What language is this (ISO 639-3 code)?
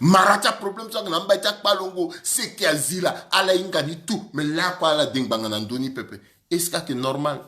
sag